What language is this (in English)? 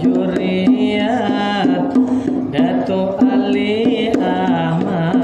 Banjar